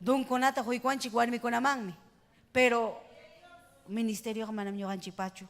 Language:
Ayacucho Quechua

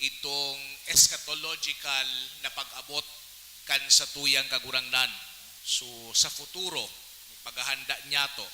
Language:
Bikol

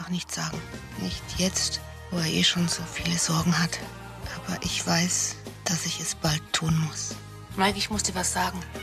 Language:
Bavarian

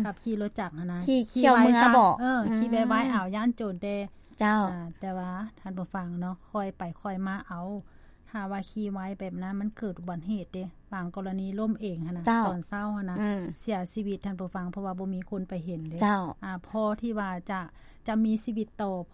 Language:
Lao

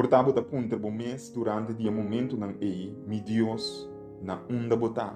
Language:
Papiamento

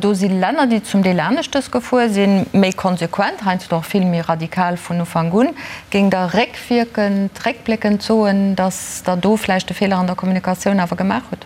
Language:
Luxembourgish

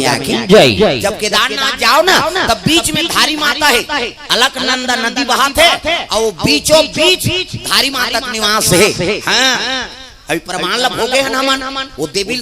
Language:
Chhattisgarhi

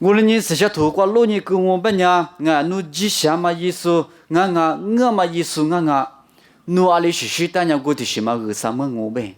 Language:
Lisu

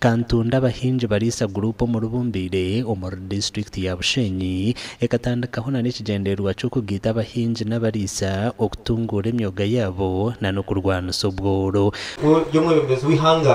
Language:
Nyankole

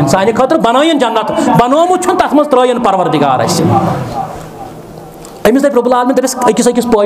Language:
Kashmiri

